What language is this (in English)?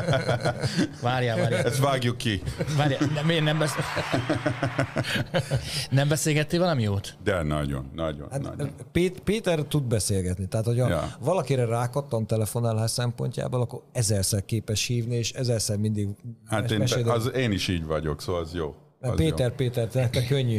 Hungarian